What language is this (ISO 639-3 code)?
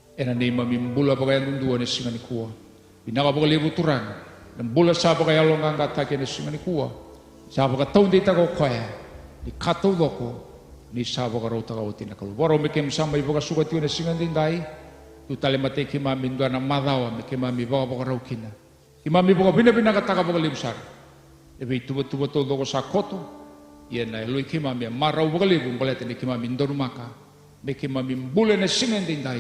fij